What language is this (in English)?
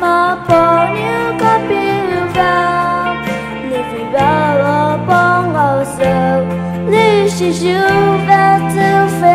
Poumei Naga